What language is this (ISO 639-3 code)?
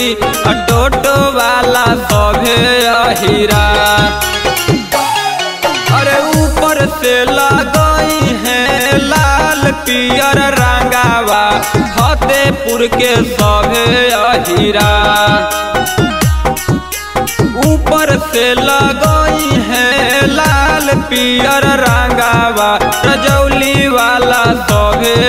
mag